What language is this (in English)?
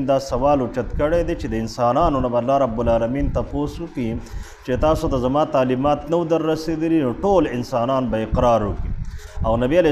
Pashto